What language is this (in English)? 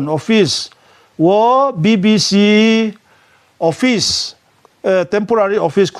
Riang (India)